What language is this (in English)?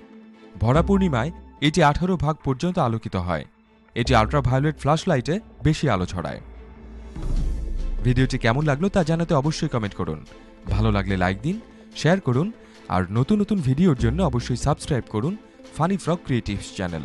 Bangla